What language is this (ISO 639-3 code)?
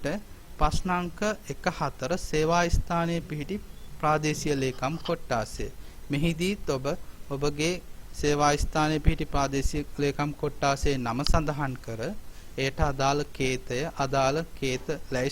sin